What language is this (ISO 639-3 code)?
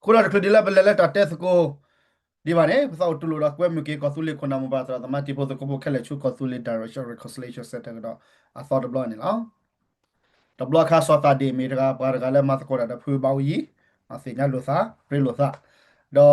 ksw